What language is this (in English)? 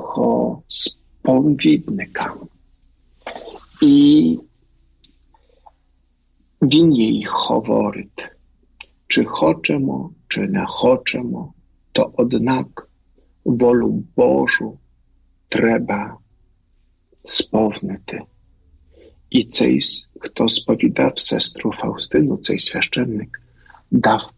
Ukrainian